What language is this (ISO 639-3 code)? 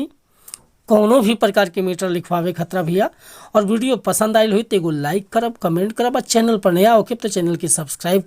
bho